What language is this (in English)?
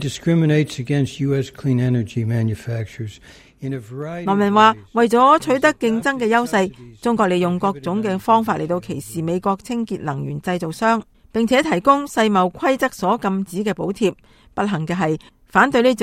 Cantonese